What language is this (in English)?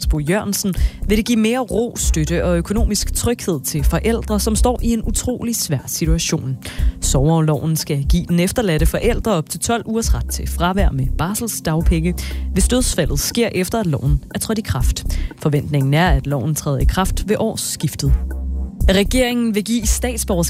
Danish